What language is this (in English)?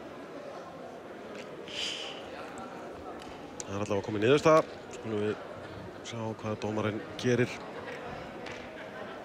Icelandic